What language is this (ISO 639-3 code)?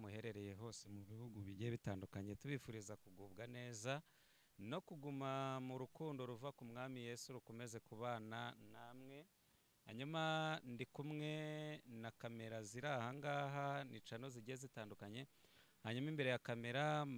kin